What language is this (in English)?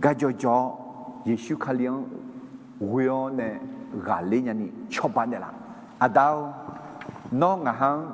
Akha